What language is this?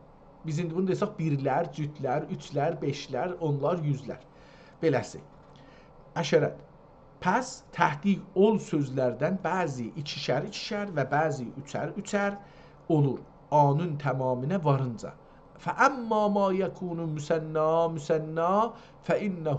South Azerbaijani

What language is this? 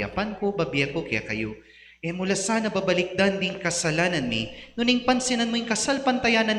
Pampanga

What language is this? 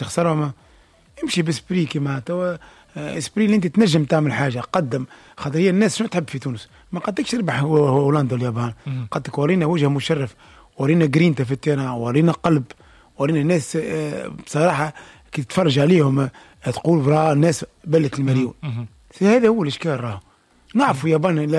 Tunisian Arabic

